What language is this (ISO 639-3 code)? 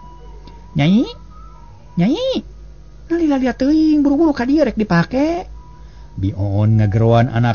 sun